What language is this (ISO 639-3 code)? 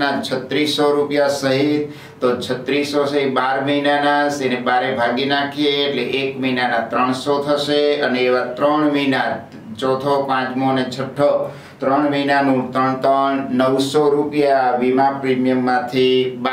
guj